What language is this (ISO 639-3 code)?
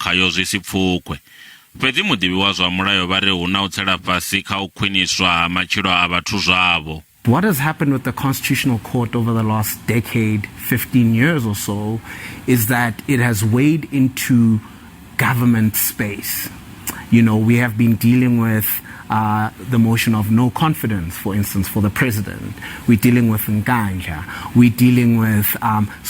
ven